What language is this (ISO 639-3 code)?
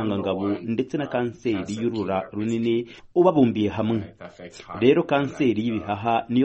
kin